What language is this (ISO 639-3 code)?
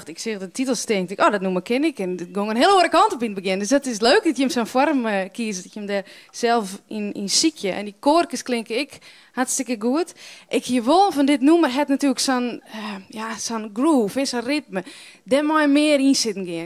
fry